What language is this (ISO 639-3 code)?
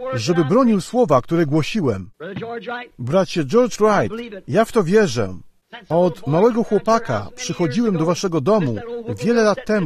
pol